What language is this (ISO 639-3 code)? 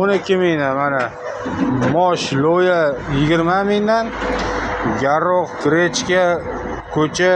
uzb